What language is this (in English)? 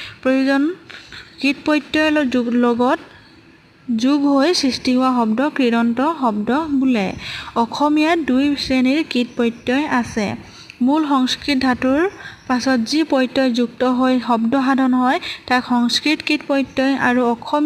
Assamese